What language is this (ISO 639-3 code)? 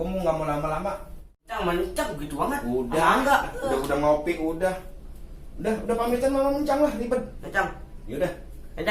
bew